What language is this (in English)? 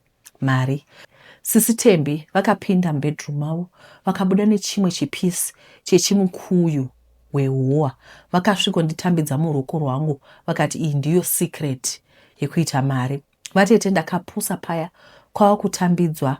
Shona